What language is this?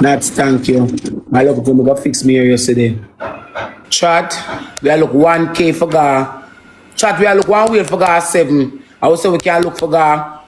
Jamaican Creole English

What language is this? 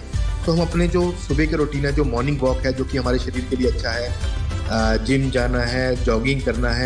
Hindi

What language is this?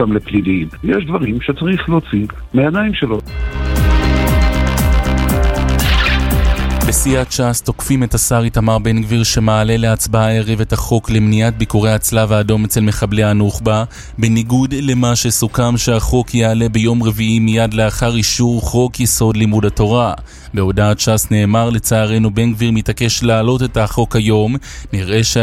Hebrew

